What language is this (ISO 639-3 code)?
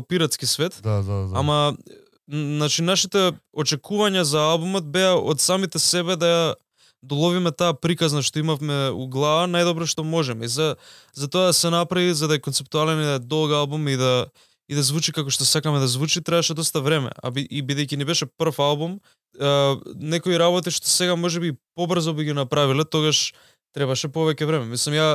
mkd